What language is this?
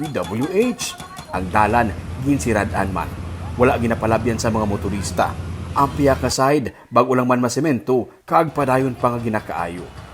Hiligaynon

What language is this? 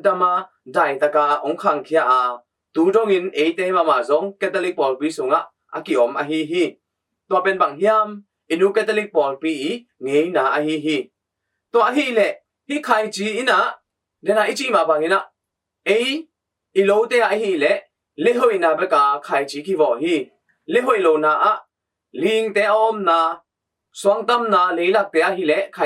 Tedim Chin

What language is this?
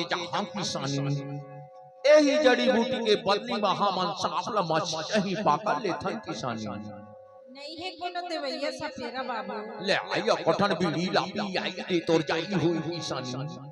Chhattisgarhi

